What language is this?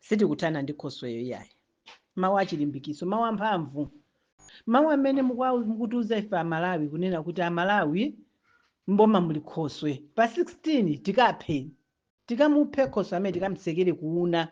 Nyanja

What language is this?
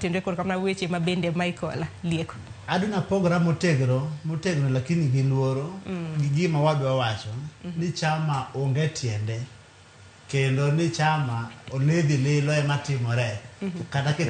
Luo (Kenya and Tanzania)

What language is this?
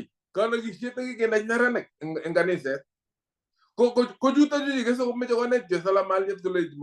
Kalenjin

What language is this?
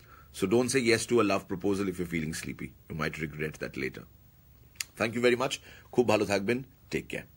Bangla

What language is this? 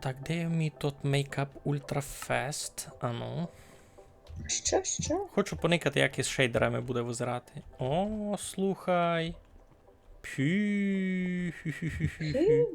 Rusyn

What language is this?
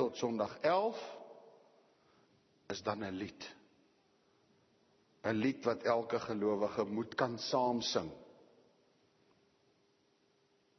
Afrikaans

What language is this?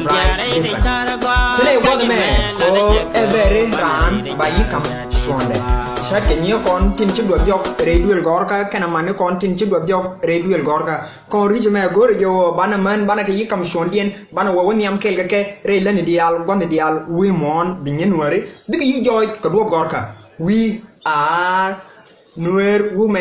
Nuer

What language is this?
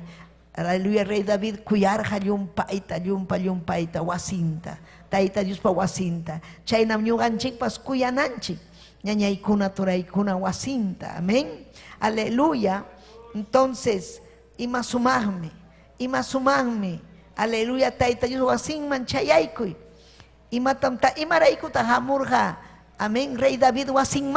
Ayacucho Quechua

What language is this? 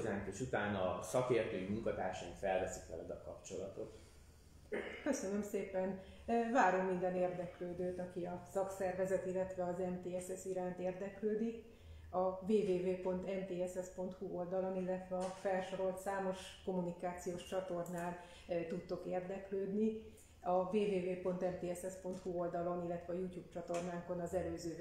Hungarian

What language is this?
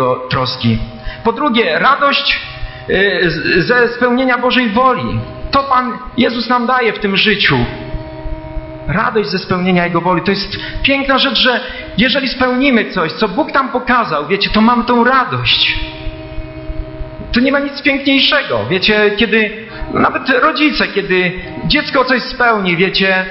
Polish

